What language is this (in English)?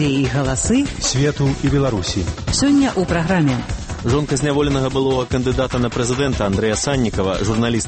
Belarusian